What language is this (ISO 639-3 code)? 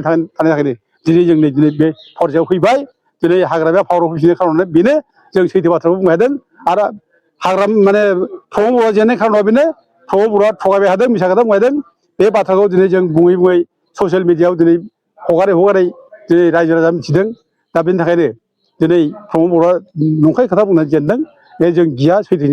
brx